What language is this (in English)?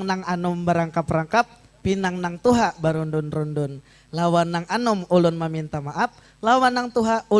Banjar